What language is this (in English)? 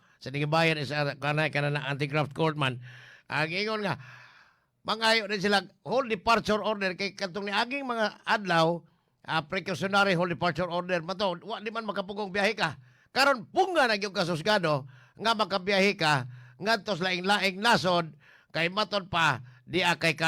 Cebuano